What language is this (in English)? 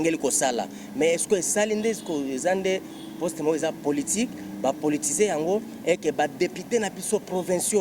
Lingala